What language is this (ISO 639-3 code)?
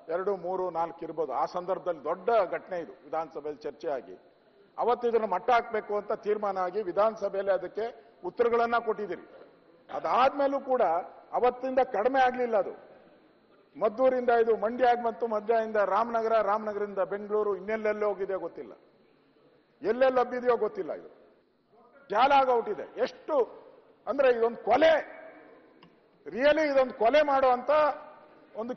kan